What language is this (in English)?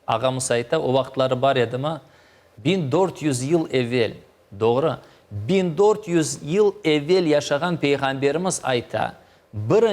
Crimean Tatar